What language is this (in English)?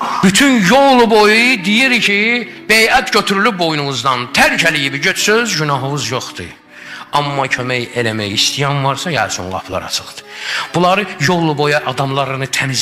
Azerbaijani